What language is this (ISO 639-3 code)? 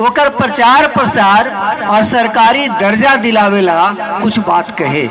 mag